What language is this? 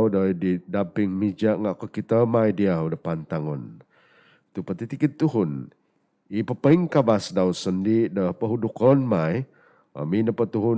Central Dusun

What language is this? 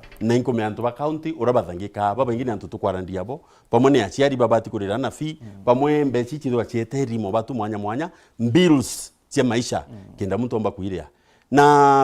Meru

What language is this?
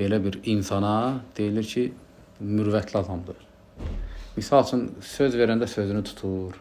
Azerbaijani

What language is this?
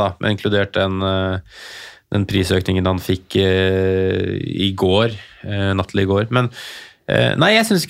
Norwegian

